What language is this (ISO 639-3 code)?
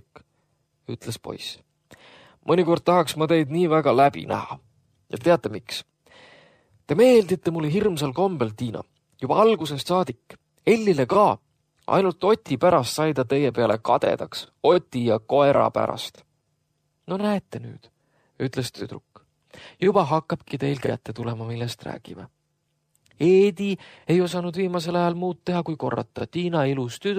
est